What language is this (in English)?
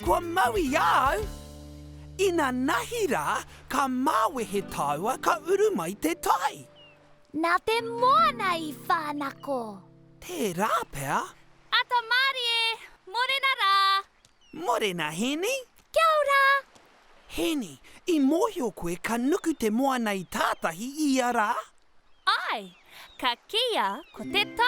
Māori